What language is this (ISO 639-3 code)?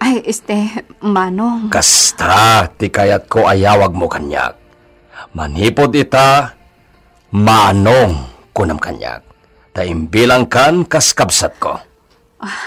ilo